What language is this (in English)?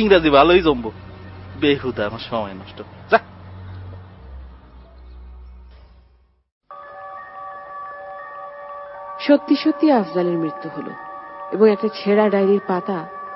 Bangla